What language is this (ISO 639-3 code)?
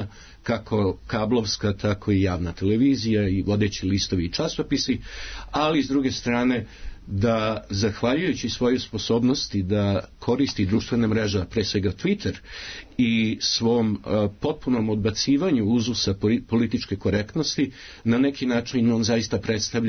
srp